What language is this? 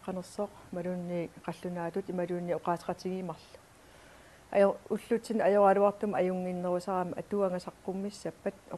Kalaallisut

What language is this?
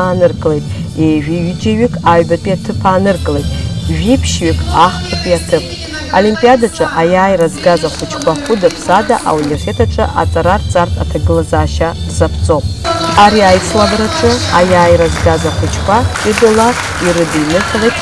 Abkhazian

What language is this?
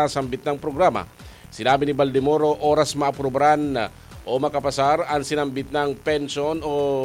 Bikol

